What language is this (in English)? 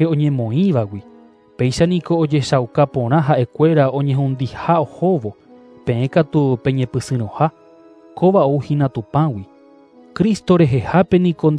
Guarani